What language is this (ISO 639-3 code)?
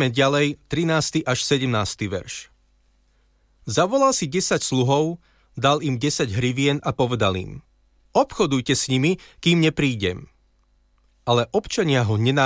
slk